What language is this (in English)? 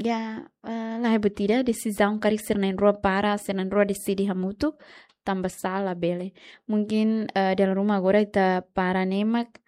Tetum